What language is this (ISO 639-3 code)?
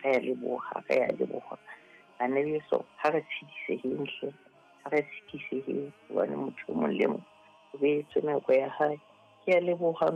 sot